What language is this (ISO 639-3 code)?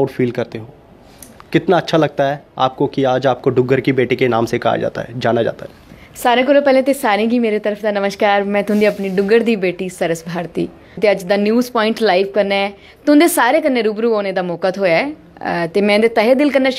doi